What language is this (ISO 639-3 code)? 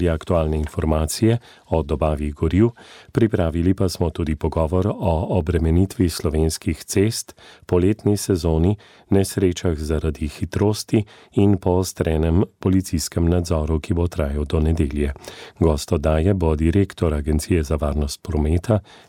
slv